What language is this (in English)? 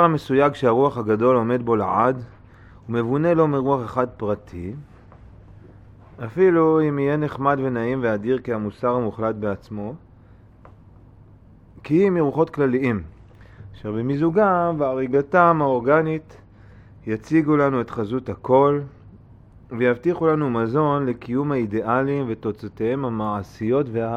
Hebrew